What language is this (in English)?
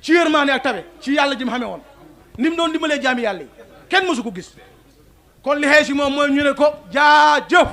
Wolof